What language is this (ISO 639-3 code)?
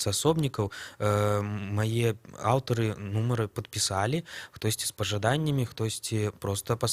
bel